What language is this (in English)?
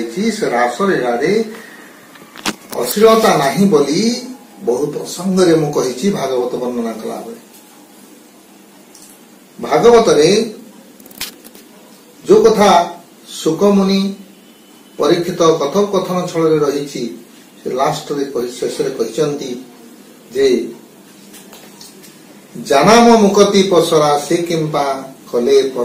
Odia